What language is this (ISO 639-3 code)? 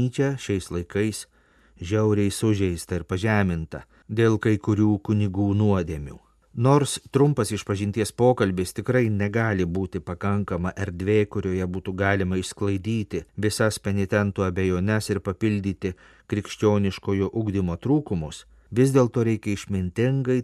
lit